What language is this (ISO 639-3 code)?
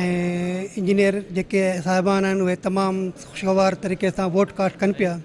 snd